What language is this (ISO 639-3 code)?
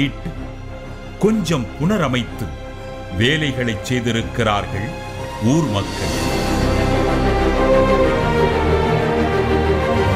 tam